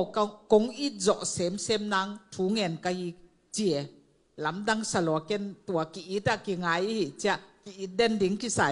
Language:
Tedim Chin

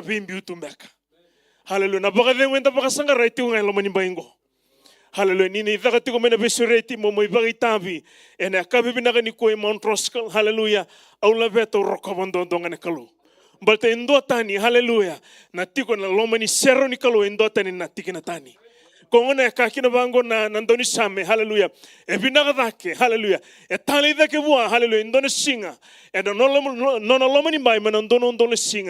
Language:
Fijian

